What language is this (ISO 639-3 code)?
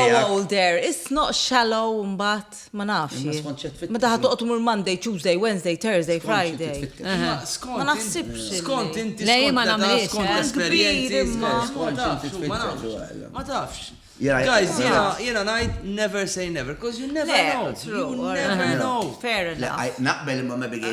mlt